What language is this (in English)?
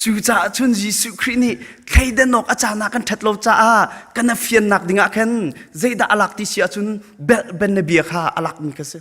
Hakha Chin